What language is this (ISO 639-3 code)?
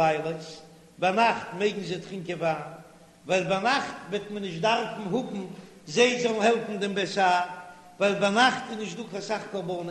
yid